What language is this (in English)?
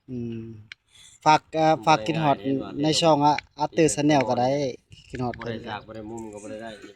Northeastern Thai